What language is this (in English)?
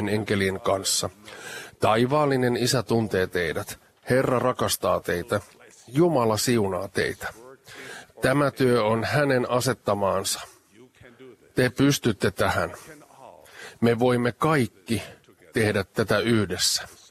Finnish